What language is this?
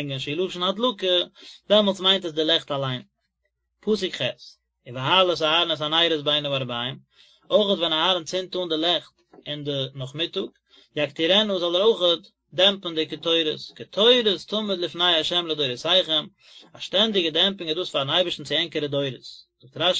Yiddish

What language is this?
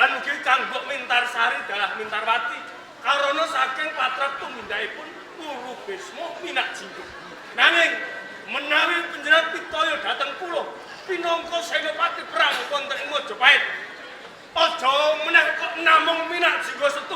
Javanese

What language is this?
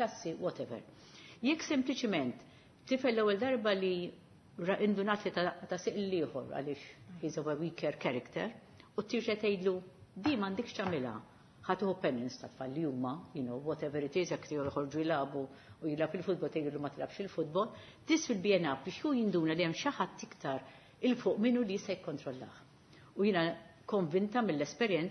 Maltese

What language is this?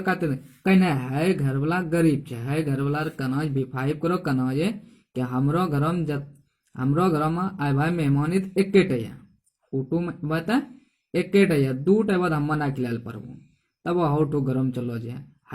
Angika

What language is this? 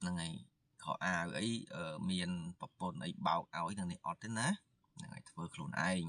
Khmer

